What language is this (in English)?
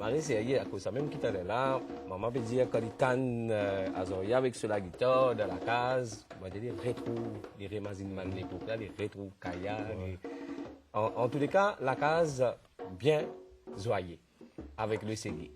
Morisyen